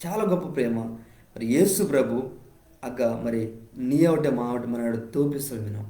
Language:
Koya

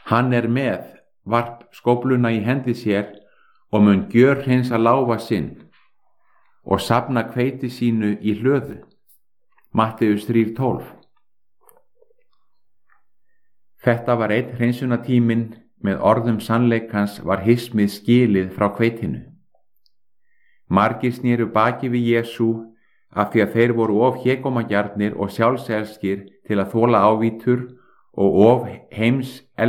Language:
Icelandic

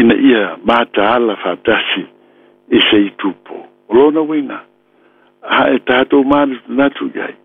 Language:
Samoan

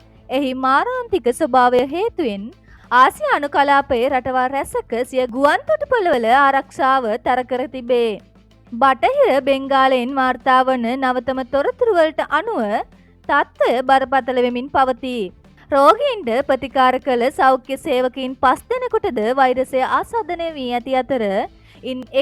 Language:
Sinhala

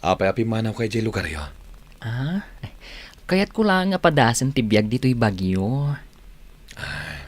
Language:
Iloko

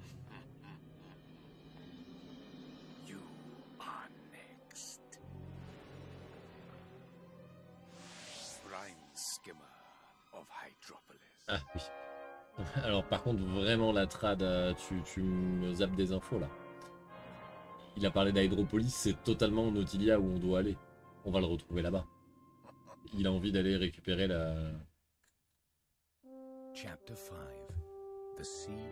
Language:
French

